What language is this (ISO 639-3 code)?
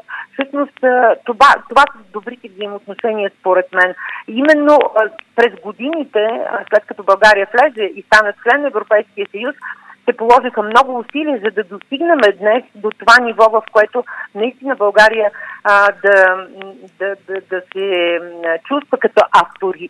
bul